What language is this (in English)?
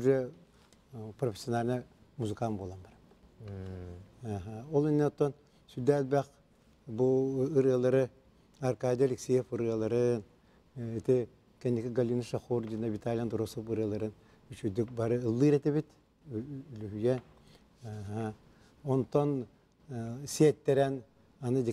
Yakut